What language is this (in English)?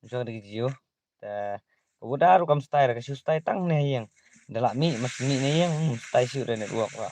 Khasi